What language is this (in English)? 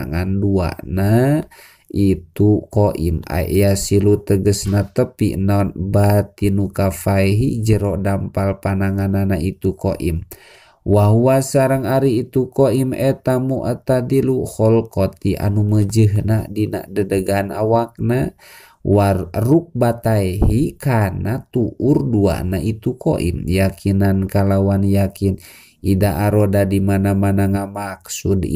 Sundanese